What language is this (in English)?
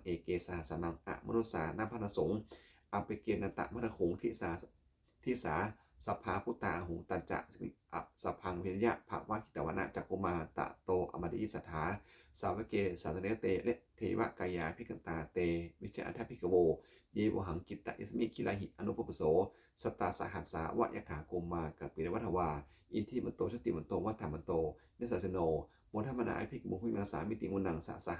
Pali